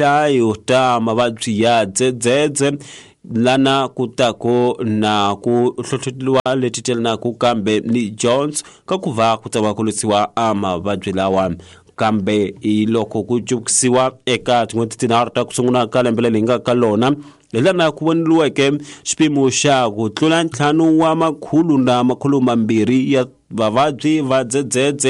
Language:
Tsonga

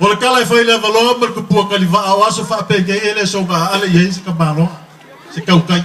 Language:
Samoan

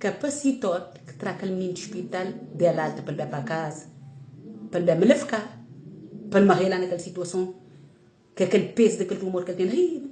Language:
Kabuverdianu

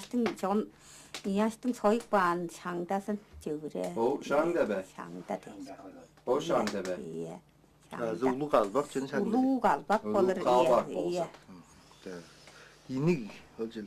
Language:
Tuvinian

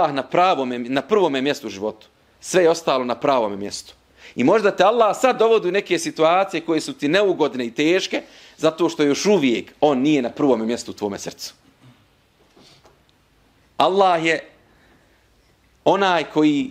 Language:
Bosnian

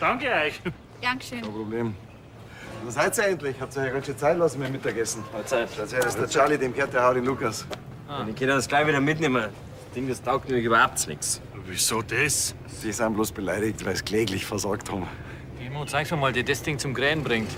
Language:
Bavarian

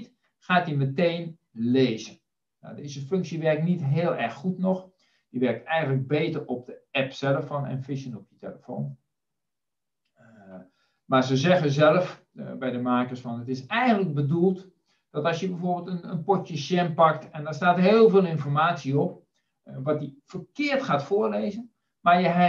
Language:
Dutch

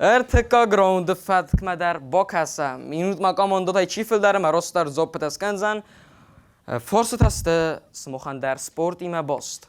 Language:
Ossetic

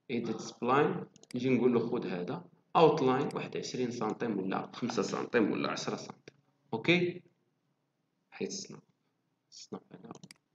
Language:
Moroccan Arabic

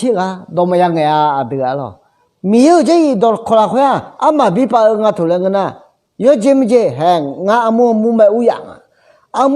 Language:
Akha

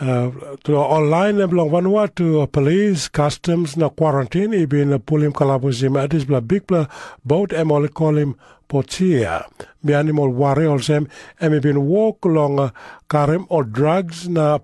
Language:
Tok Pisin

